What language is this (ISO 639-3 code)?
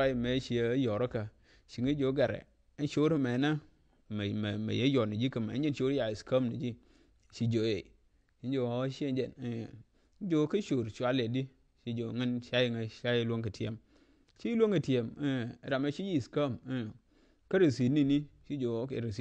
nus